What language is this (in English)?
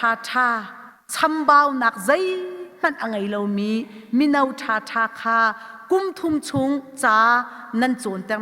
Hakha Chin